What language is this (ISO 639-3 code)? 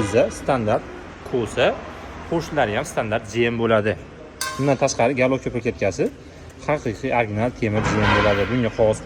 uzb